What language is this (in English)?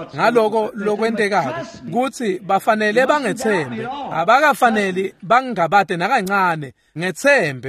Swati